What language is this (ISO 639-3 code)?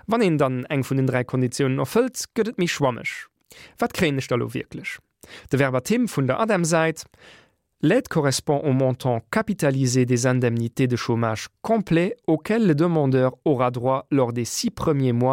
ltz